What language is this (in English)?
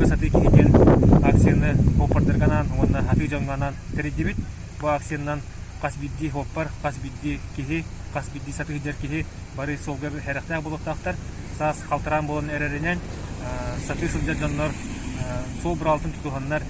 Yakut